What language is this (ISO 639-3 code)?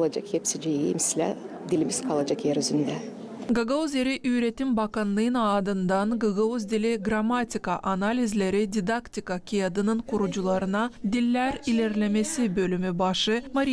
gag